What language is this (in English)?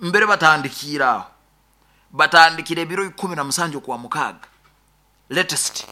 Nyankole